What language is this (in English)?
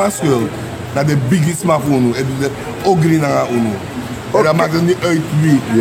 Sranan Tongo